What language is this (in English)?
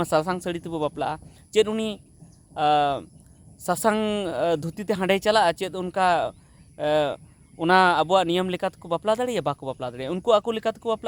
Santali